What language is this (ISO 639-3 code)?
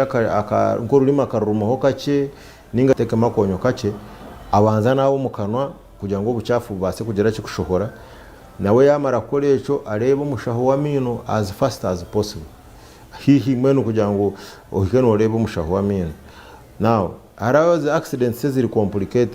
nyn